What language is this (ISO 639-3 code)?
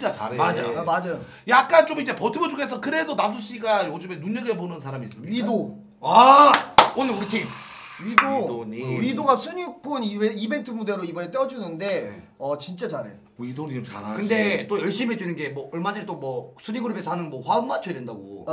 kor